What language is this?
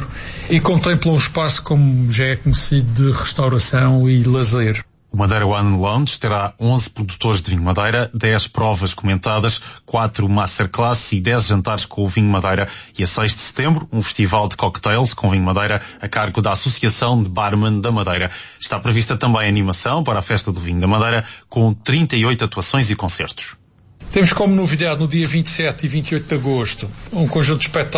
Portuguese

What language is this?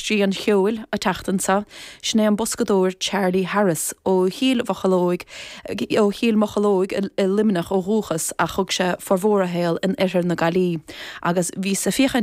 Irish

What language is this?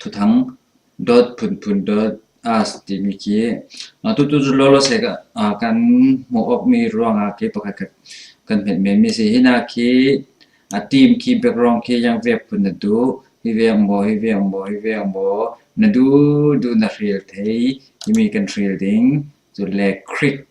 Falam Chin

